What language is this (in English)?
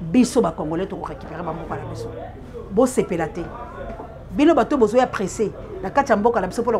Lingala